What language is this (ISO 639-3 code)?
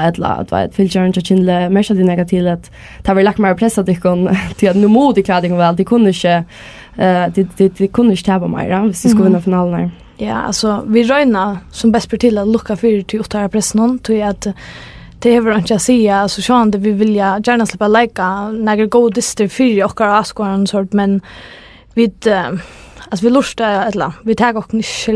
fao